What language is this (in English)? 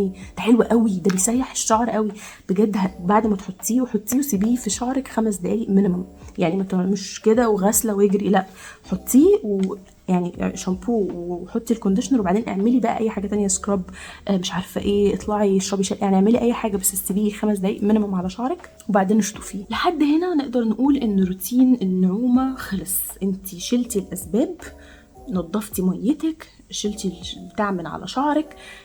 Egyptian Arabic